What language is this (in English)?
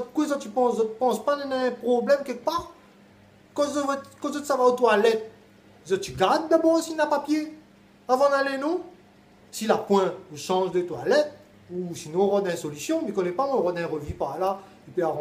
Réunion Creole French